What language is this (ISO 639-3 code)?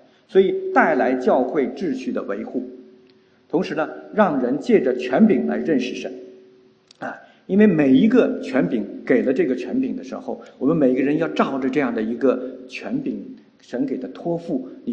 zho